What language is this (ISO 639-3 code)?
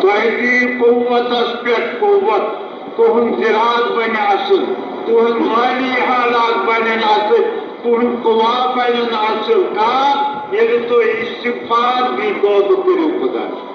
kas